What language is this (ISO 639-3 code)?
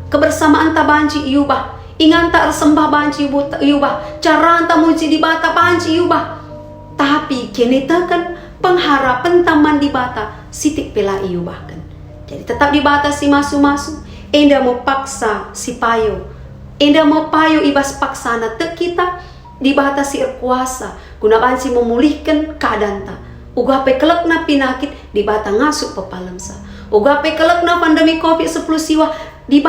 btx